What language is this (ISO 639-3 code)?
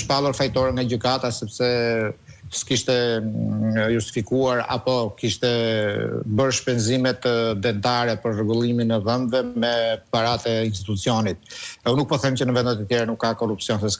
sqi